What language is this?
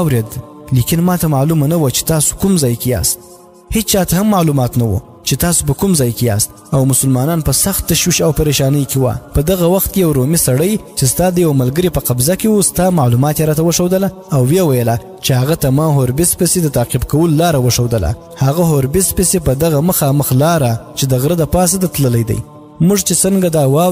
Pashto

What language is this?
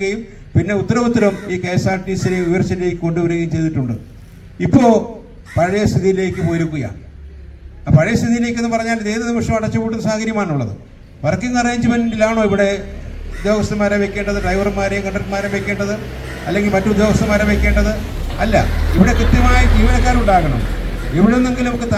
Malayalam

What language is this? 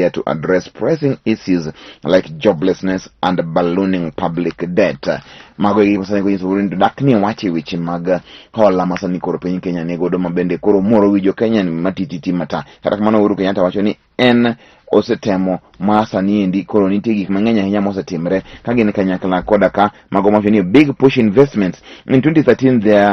Luo (Kenya and Tanzania)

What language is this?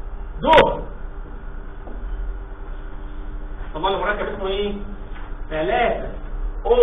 Egyptian Arabic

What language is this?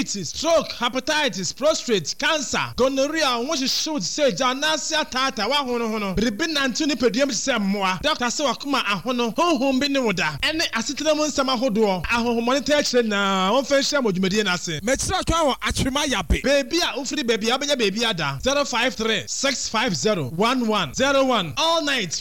Akan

